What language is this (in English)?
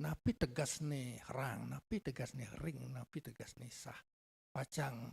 Balinese